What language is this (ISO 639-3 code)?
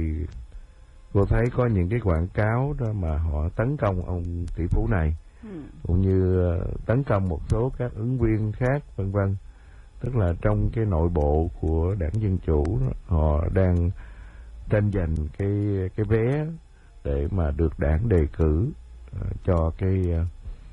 vie